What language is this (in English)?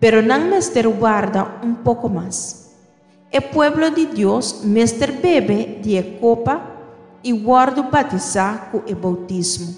Papiamento